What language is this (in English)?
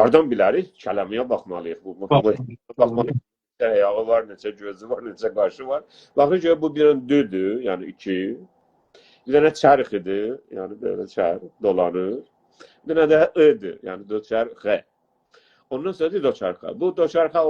South Azerbaijani